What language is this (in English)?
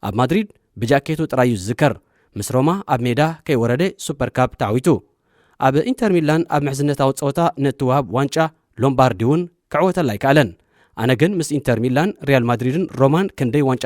Tigrinya